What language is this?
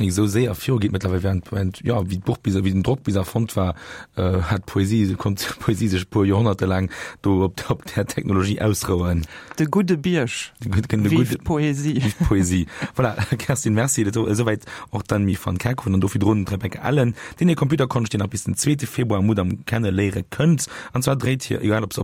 Luxembourgish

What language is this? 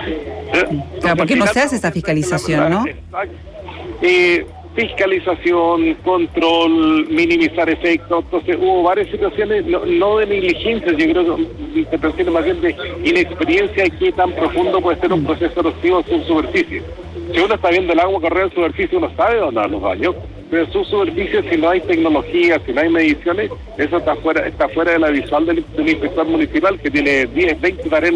Spanish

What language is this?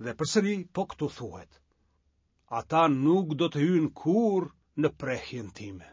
Albanian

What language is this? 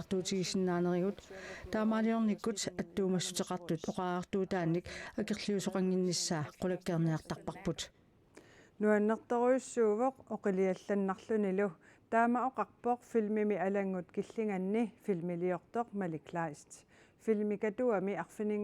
Kalaallisut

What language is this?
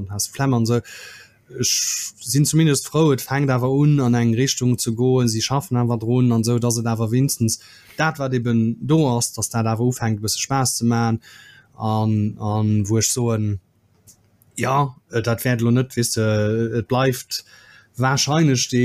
Luxembourgish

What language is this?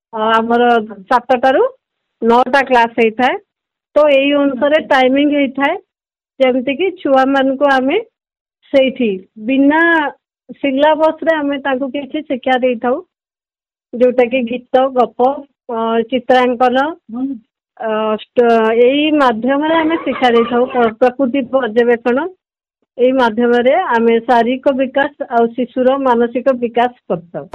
Odia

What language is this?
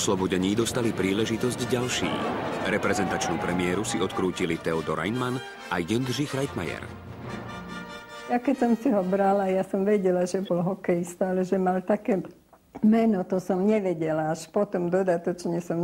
Slovak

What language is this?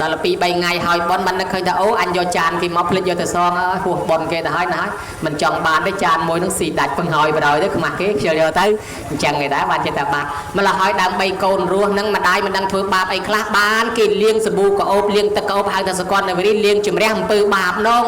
Khmer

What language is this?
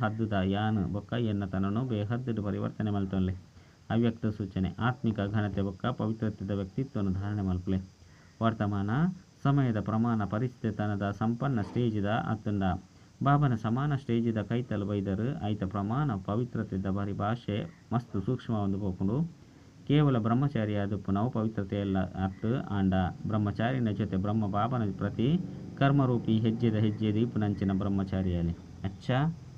Tulu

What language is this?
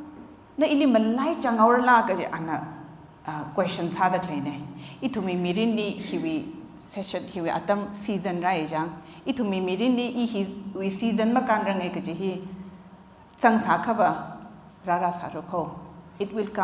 Tangkhul Naga (India)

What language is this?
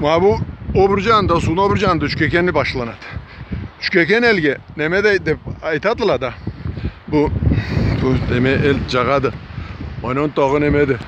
Karachay-Balkar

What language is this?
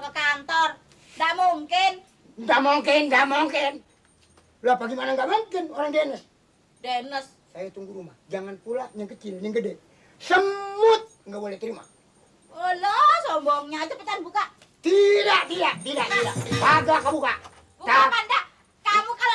Betawi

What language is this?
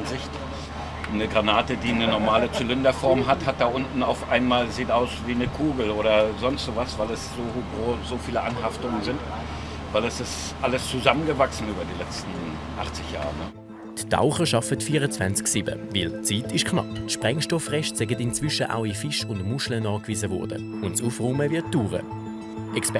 Swiss German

